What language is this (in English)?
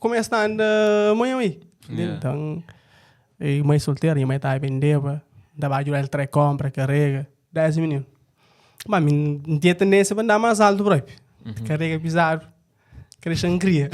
Kabuverdianu